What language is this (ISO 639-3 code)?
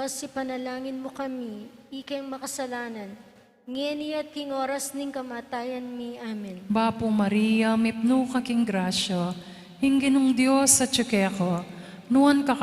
pam